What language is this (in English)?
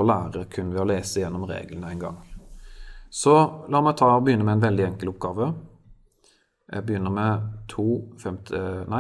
Norwegian